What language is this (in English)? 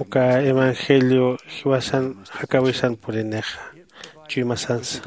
Aymara